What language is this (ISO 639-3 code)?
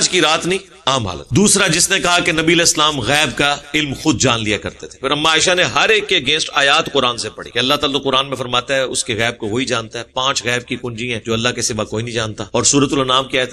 urd